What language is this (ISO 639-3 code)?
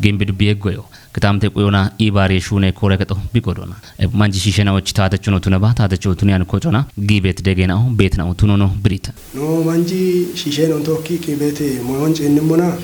kbr